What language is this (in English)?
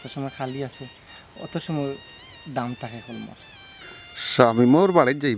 Sylheti